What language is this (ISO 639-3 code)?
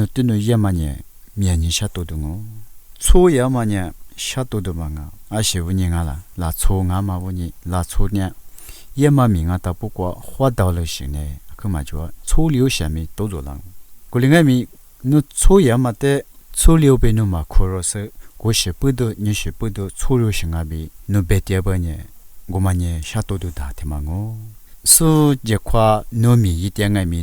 lis